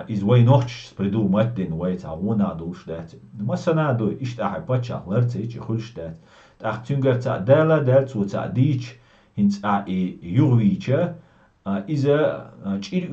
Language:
Chechen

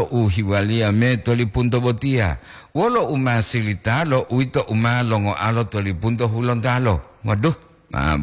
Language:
Gorontalo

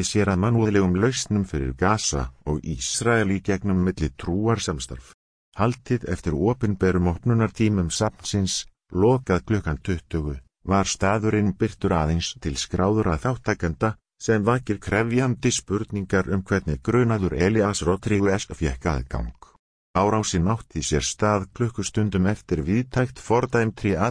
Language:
Icelandic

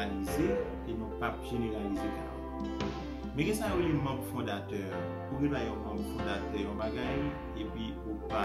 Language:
Haitian Creole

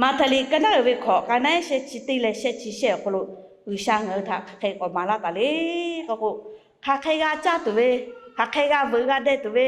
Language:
Lahu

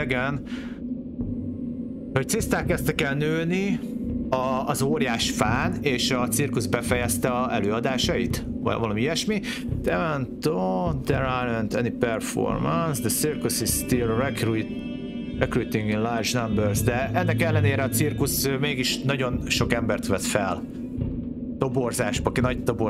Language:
Hungarian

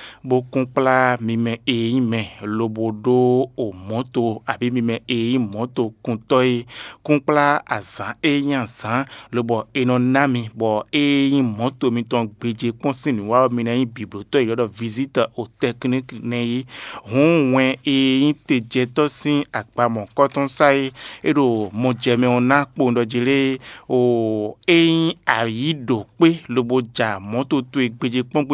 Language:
Fon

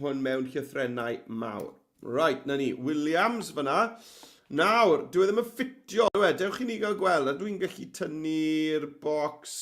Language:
Welsh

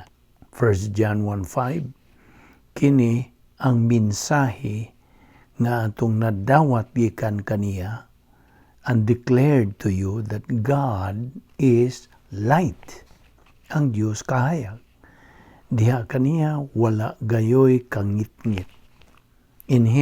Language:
Cebuano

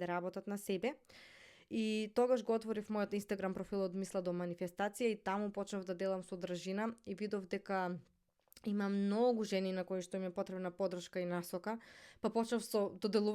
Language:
Macedonian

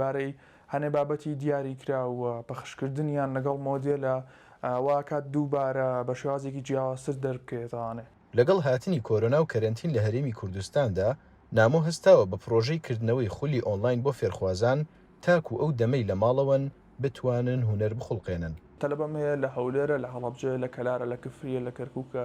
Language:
Central Kurdish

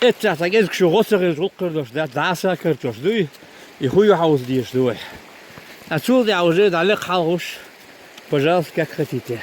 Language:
Chechen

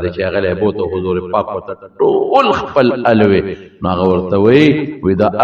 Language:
Pashto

